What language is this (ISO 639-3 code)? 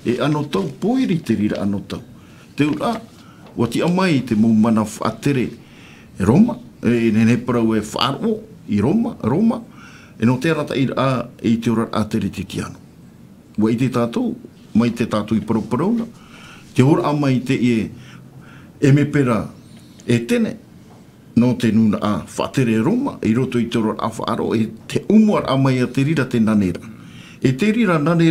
tah